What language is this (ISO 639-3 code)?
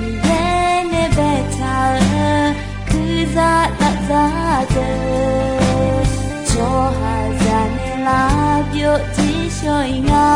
ahk